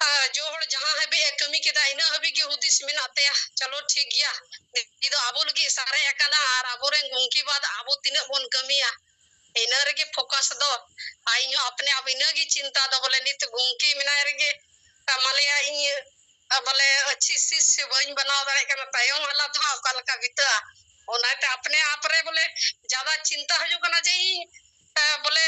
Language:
Santali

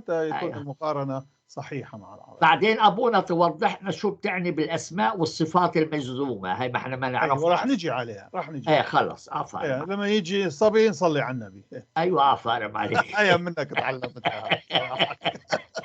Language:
North Levantine Arabic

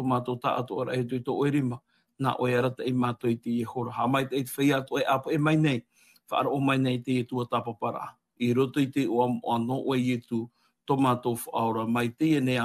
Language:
Tahitian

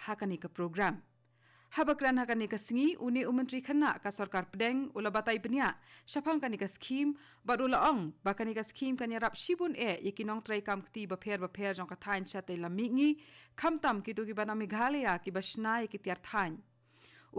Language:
Khasi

